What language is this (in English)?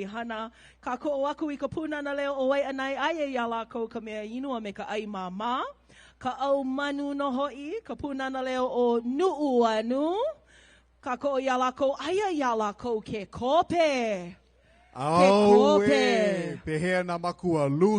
Hawaiian